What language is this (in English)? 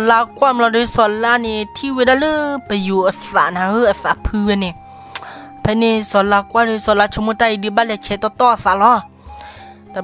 S'gaw Karen